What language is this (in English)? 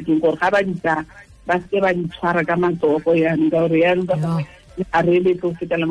Tswana